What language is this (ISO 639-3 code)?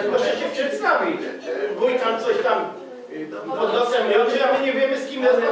pol